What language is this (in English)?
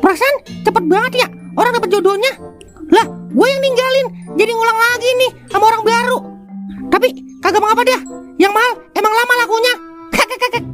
Betawi